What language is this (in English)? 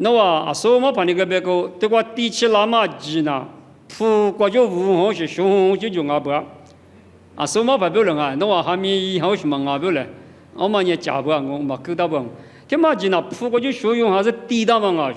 Lisu